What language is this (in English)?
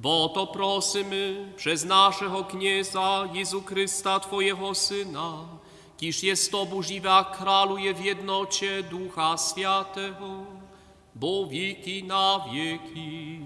Upper Sorbian